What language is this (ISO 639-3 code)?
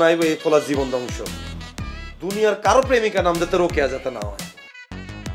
ben